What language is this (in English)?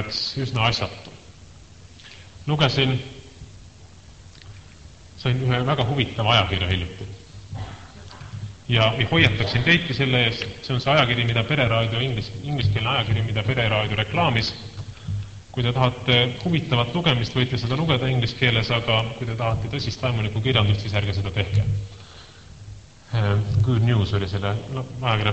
Estonian